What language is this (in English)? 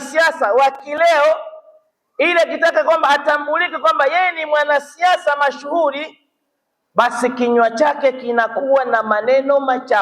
Swahili